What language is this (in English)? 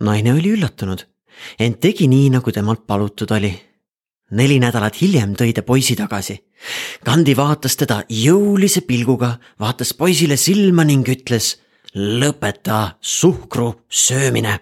Estonian